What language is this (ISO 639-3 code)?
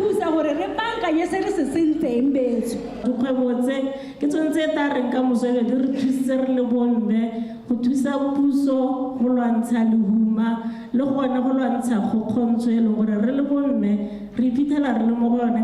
tsn